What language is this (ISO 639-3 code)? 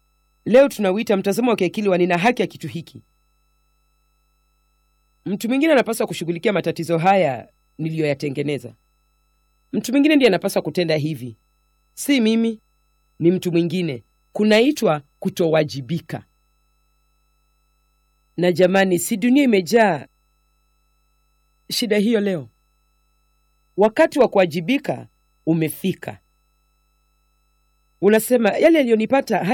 swa